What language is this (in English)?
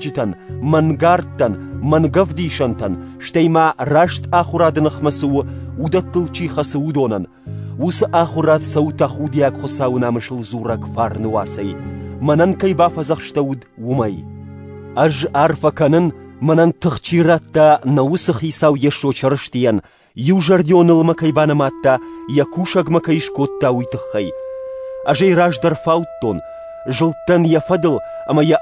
Ossetic